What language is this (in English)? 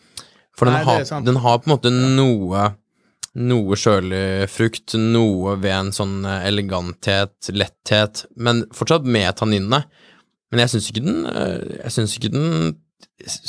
Norwegian